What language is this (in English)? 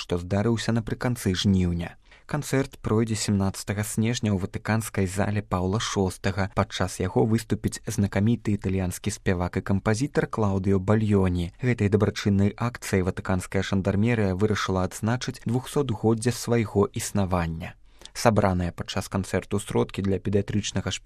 Belarusian